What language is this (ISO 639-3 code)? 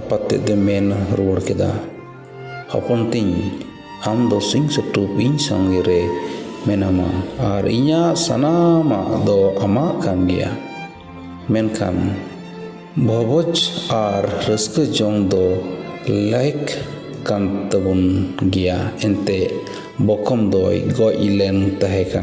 sat